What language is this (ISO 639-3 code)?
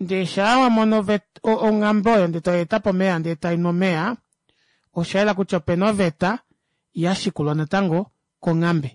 kua